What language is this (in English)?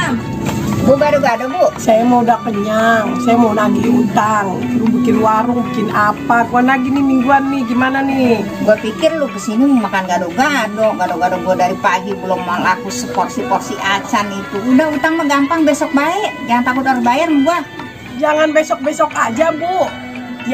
Betawi